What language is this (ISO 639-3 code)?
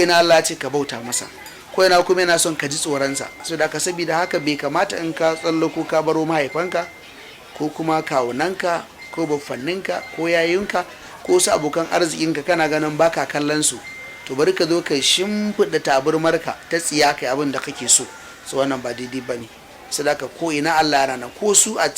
hau